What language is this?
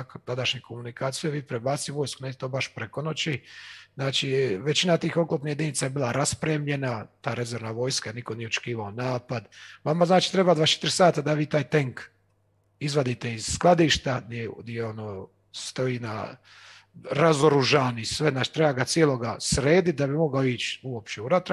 Croatian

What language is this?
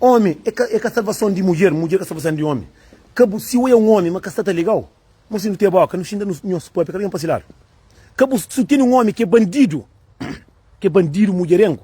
Kabuverdianu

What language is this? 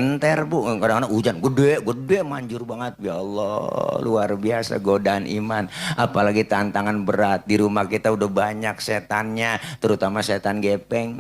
Betawi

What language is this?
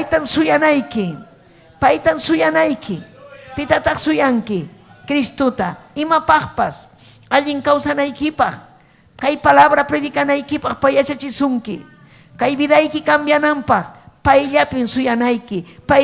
Ayacucho Quechua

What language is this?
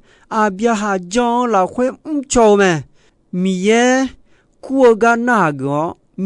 Akha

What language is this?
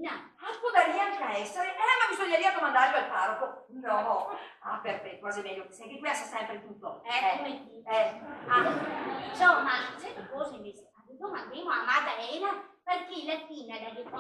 Venetian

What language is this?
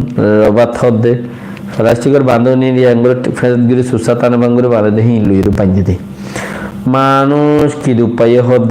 Rohingya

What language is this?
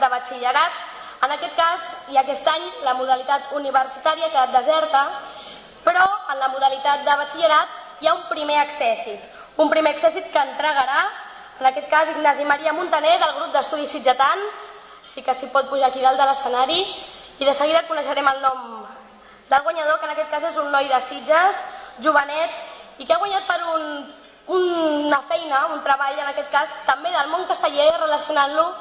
Catalan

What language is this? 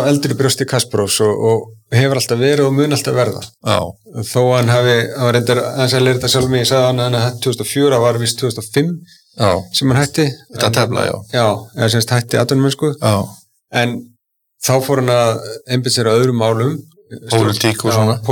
Icelandic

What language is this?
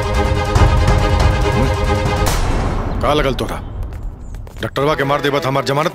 Bhojpuri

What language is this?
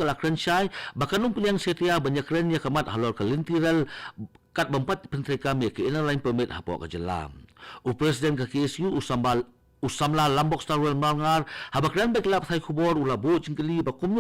Khasi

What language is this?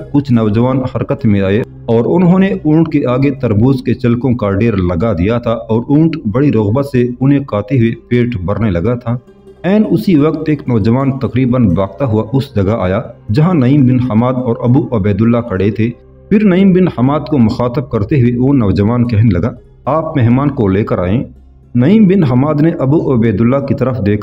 Urdu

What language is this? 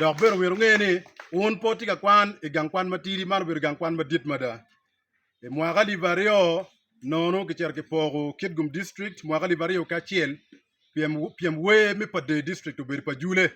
Acoli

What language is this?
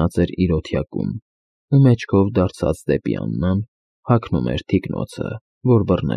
Armenian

